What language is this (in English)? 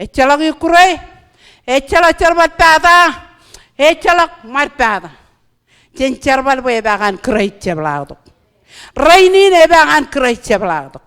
Marshallese